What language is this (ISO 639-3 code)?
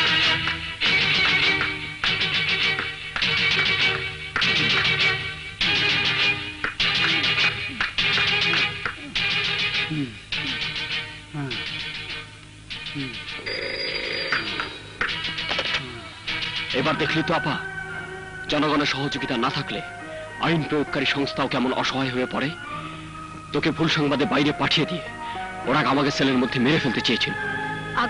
ben